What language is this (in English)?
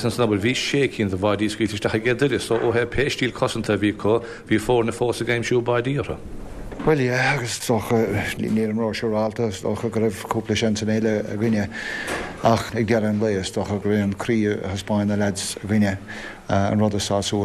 Irish